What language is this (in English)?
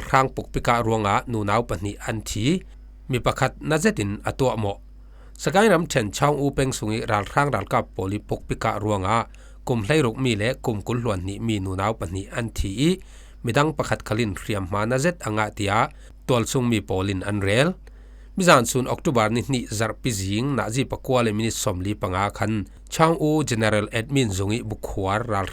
Falam Chin